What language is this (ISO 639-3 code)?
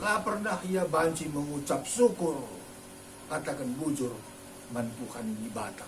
btx